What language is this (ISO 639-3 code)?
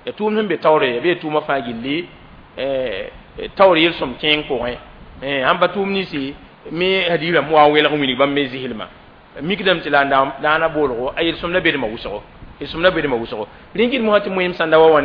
mos